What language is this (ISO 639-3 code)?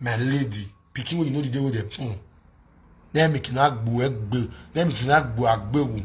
pcm